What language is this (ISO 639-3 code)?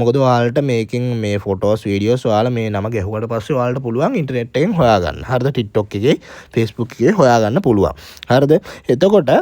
sin